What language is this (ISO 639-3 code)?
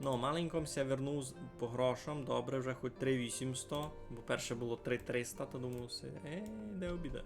rue